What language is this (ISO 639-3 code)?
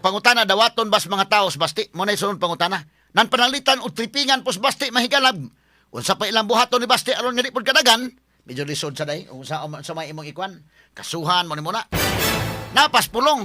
ceb